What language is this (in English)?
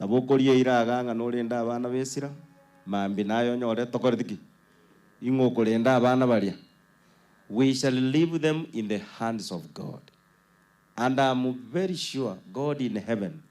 Gusii